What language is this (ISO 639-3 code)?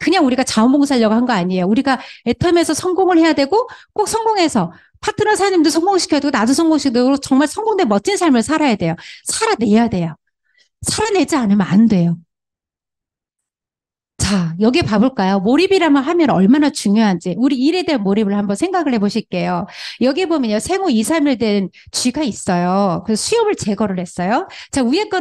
kor